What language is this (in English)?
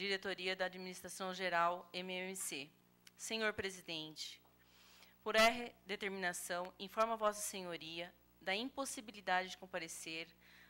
Portuguese